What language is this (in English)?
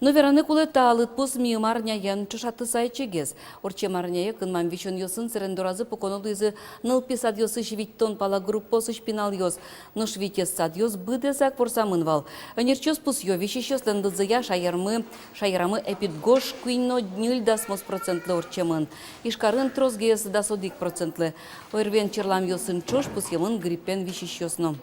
Udmurt